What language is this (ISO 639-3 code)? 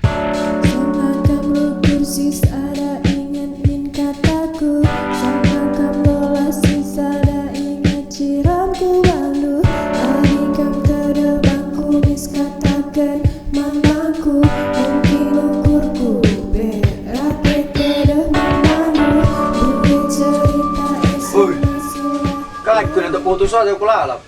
btx